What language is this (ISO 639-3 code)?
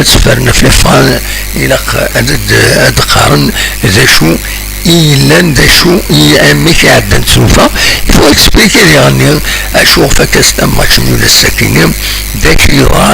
kab